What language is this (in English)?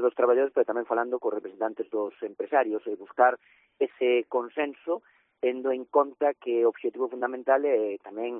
Galician